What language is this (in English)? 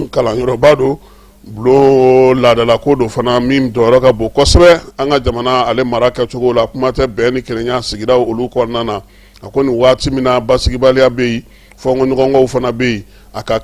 Bambara